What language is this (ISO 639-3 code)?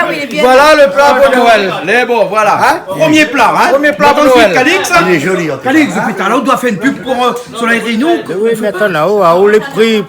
rcf